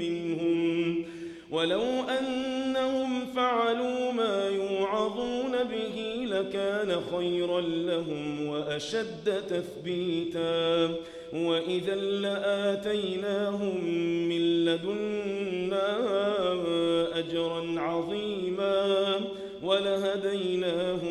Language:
Arabic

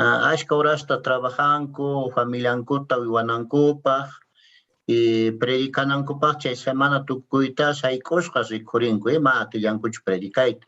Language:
Quechua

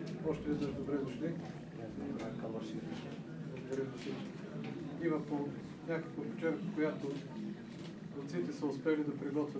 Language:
Bulgarian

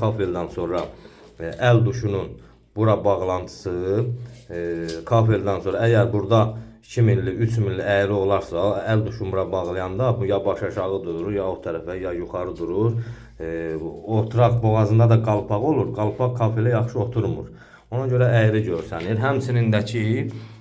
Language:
Azerbaijani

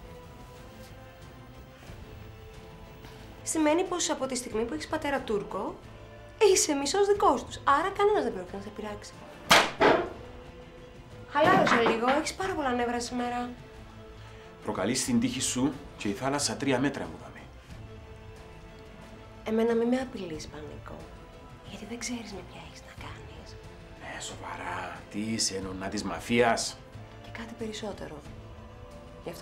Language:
Greek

